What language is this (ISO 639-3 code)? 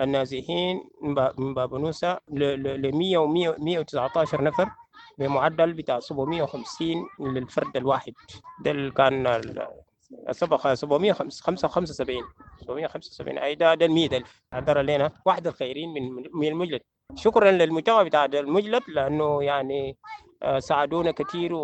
apd